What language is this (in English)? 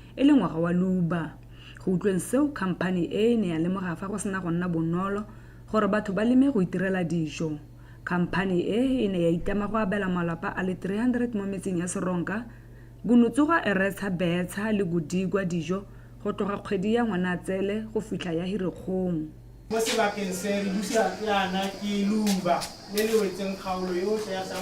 Tswana